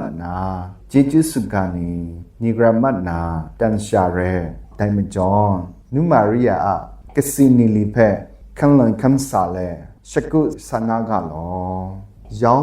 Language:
Kachin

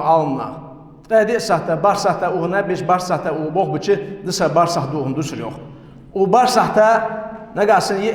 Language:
Ingush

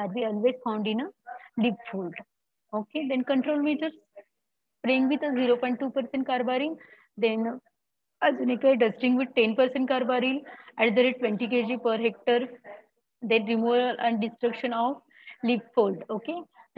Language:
Marathi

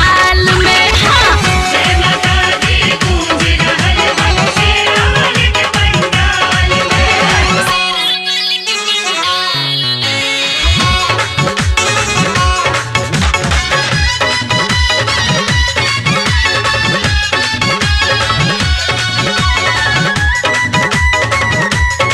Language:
Bhojpuri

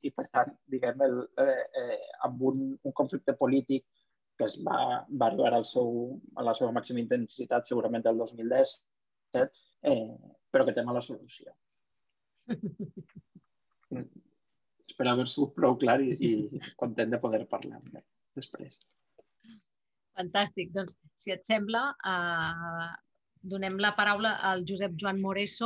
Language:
Catalan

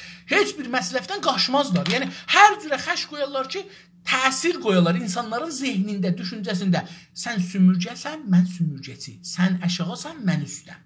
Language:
South Azerbaijani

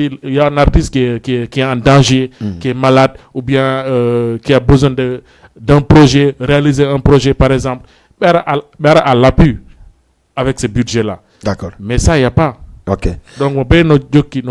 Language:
Fula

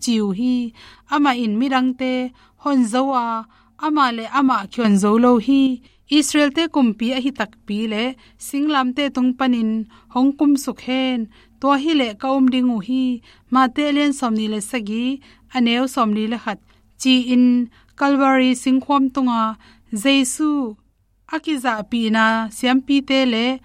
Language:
Tedim Chin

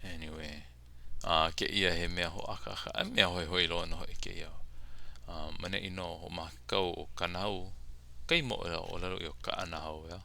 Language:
Hawaiian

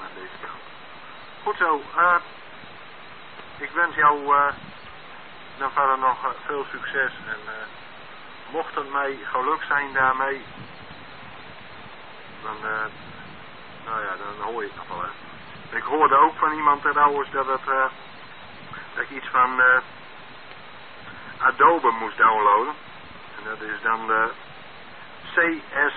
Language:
Dutch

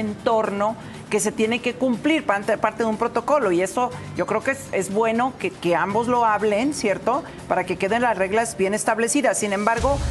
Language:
Spanish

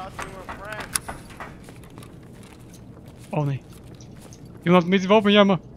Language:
Swedish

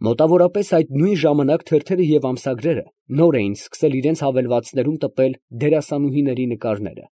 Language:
Armenian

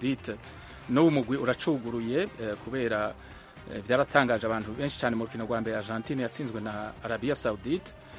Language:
Kinyarwanda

